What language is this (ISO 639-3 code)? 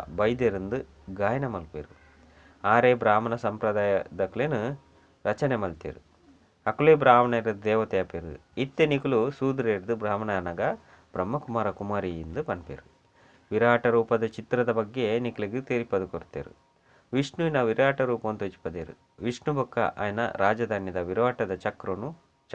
tcy